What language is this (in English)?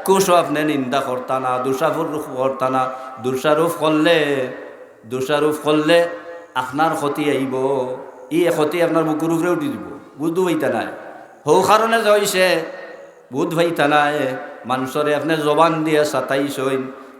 Sylheti